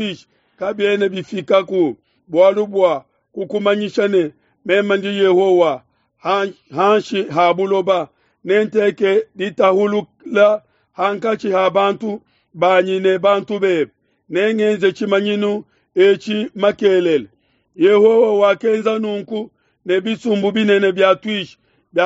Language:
Luba-Lulua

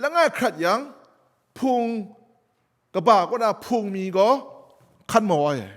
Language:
Kachin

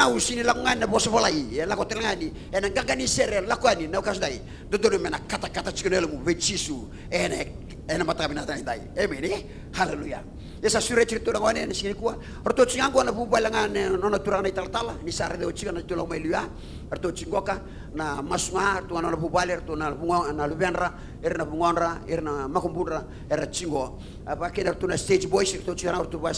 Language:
Fijian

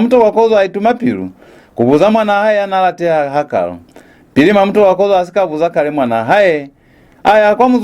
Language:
Lozi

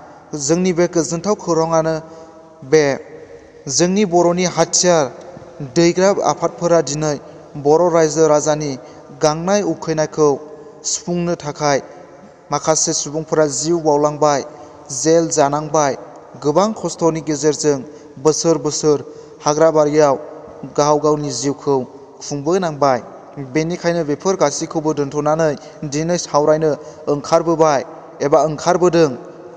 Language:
Bodo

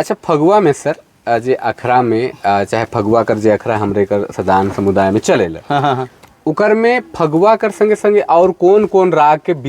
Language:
Sadri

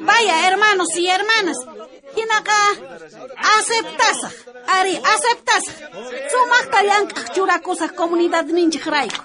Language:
South Bolivian Quechua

